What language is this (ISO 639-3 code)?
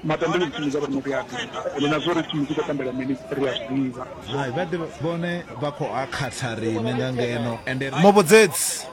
ven